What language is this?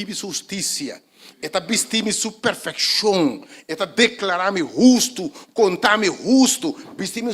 Papiamento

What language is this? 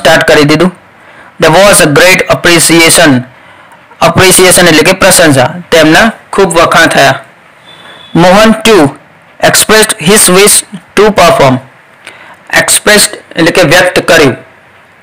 Gujarati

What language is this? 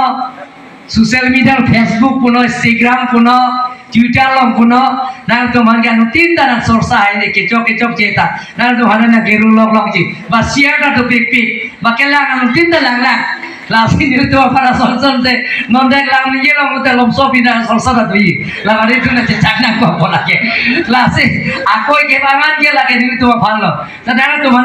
Karbi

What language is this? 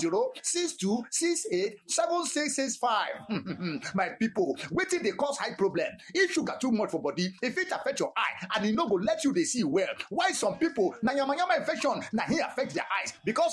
Nigerian Pidgin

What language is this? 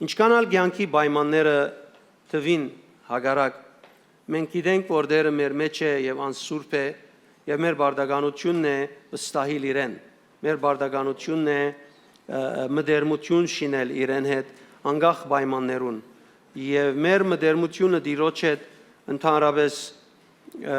Western Armenian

